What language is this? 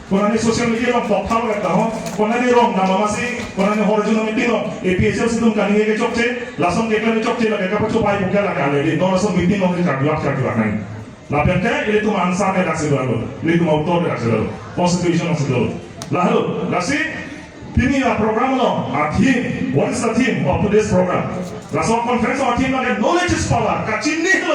Karbi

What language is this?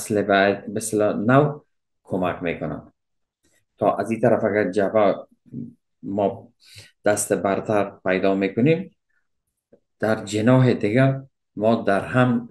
Persian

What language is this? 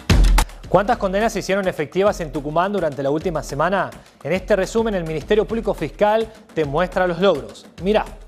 Spanish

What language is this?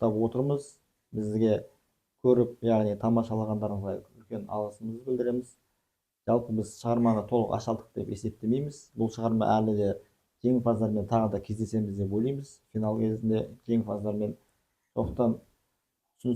Kazakh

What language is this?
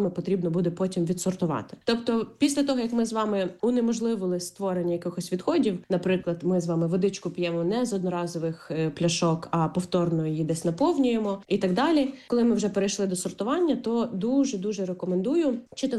Ukrainian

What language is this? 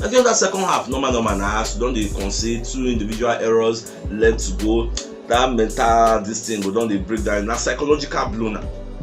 Nigerian Pidgin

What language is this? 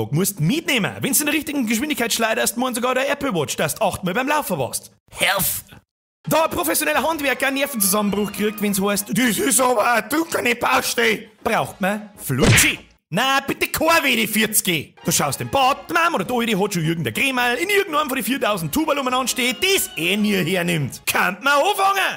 Bavarian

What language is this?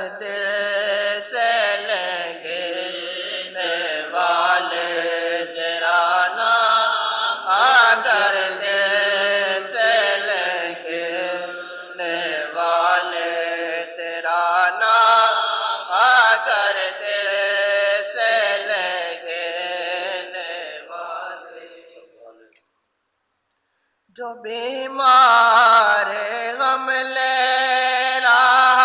Urdu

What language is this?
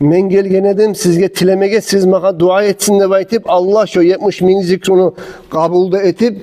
Kumyk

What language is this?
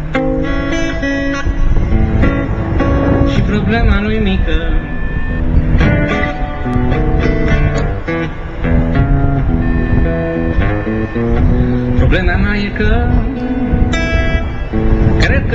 Romanian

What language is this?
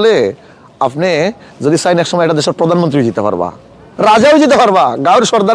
Sylheti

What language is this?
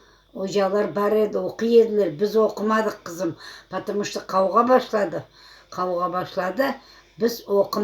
Crimean Tatar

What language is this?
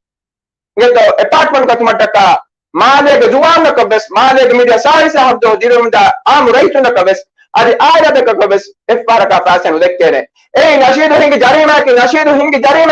Divehi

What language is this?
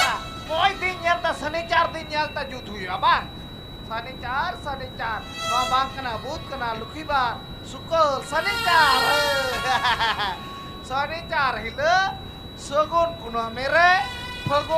Santali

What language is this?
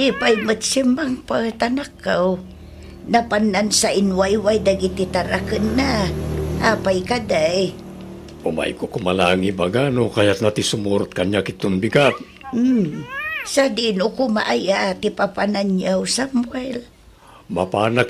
Iloko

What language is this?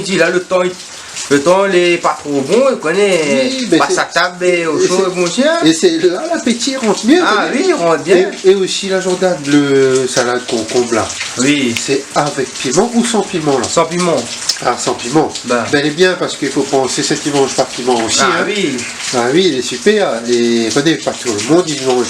Réunion Creole French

